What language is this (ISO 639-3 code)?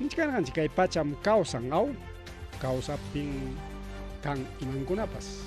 quy